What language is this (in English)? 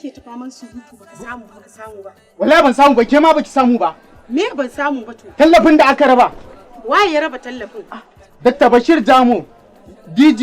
Hausa